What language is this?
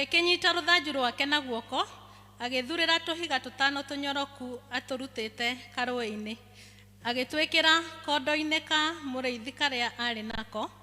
Kikuyu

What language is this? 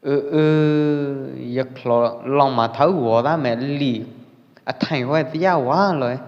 Pwo Eastern Karen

